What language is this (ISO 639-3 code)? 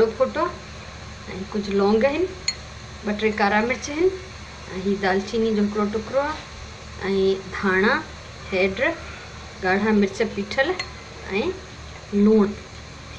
snd